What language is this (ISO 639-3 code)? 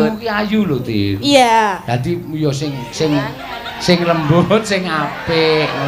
jav